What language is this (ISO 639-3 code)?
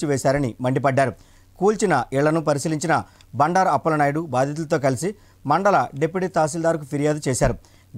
tel